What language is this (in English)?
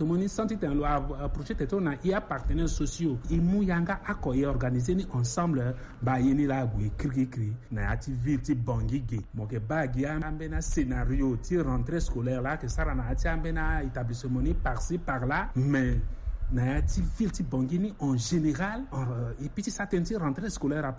Sango